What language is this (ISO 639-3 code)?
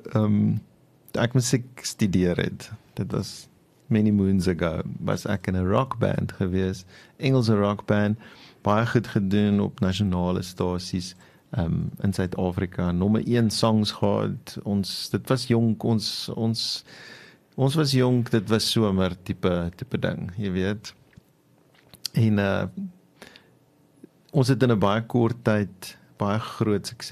afr